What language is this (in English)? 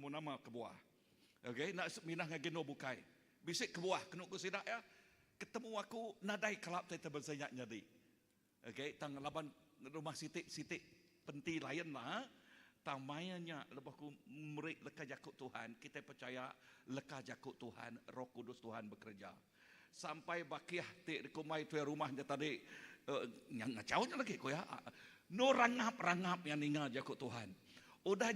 Iban